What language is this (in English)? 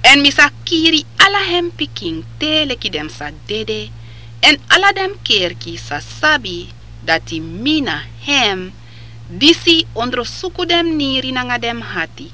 Sranan Tongo